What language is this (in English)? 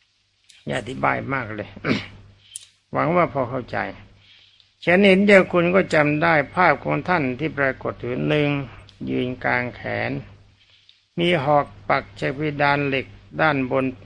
Thai